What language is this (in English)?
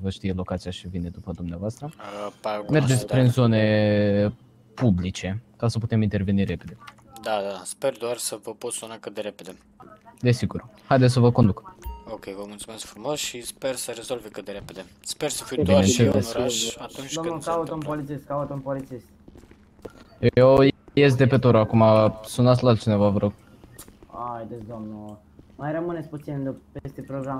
Romanian